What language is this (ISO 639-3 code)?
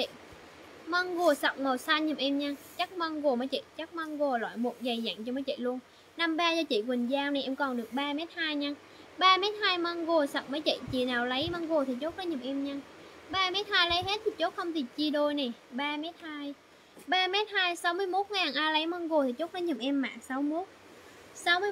vie